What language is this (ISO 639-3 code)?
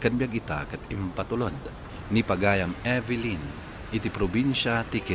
ilo